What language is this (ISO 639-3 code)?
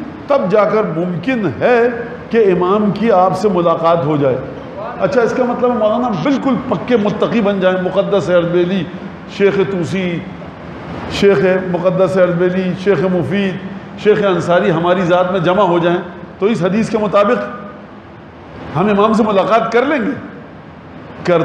urd